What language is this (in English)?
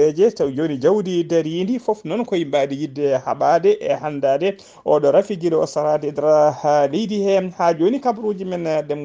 Fula